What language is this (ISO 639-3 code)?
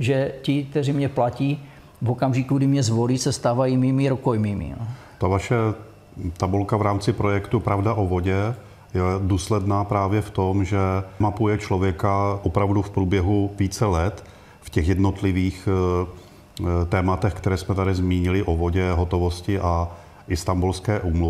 ces